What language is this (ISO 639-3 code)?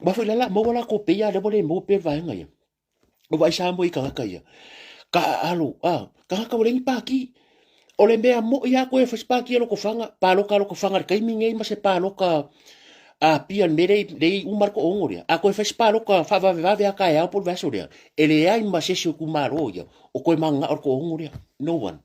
smo